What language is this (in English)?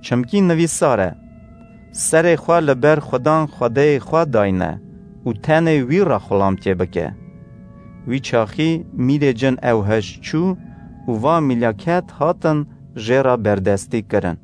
Kurdish